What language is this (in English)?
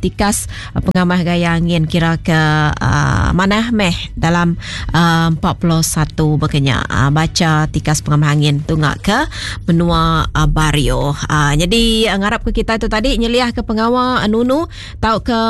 Iban